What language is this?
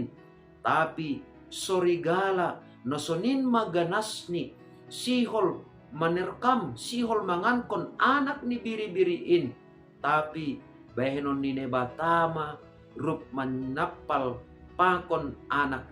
Batak Simalungun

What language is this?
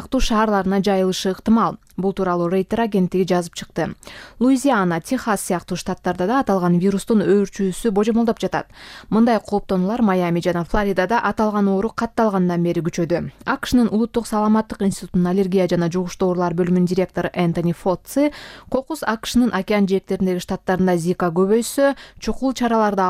Kyrgyz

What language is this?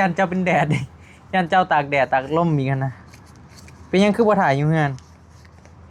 Northeastern Thai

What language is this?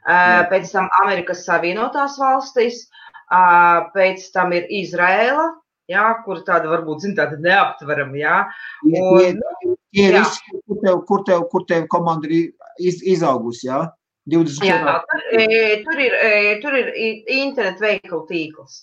Latvian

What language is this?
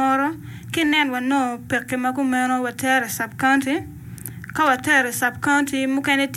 Acoli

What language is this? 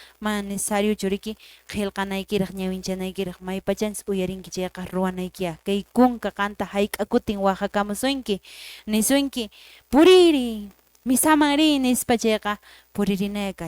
Quechua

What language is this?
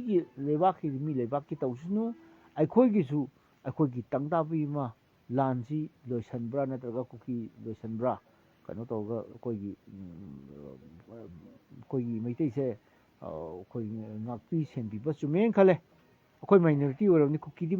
Manipuri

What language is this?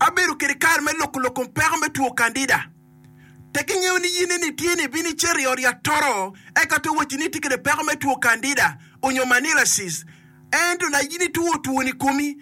Acoli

